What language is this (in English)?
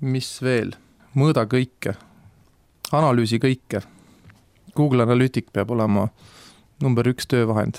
Estonian